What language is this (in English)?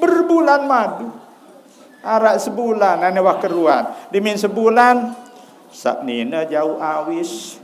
Sasak